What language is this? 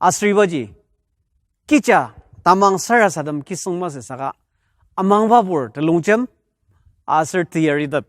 Ao Naga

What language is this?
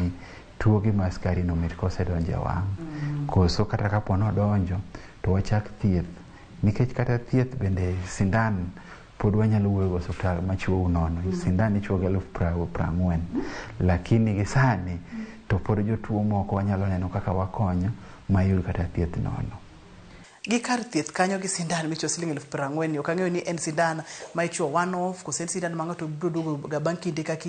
Luo (Kenya and Tanzania)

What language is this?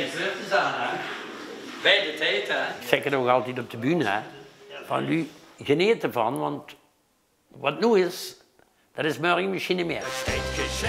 Limburgish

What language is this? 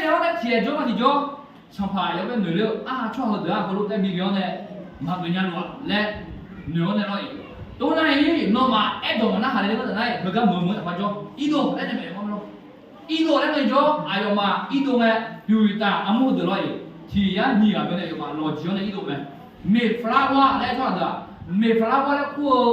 Akha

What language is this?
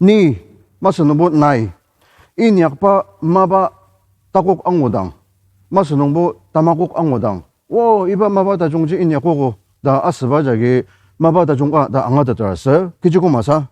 Ao Naga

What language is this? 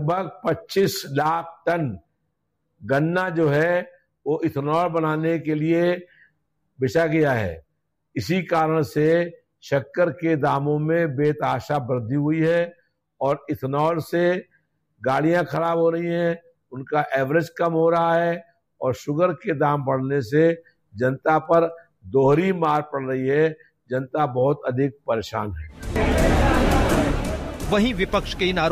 Hindi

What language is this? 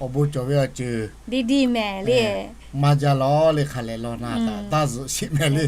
Lahu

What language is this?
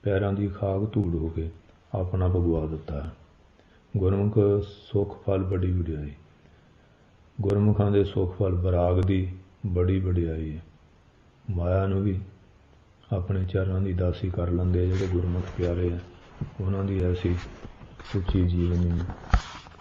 Punjabi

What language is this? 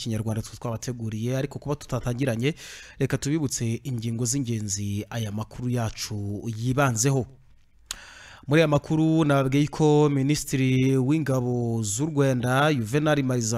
Kinyarwanda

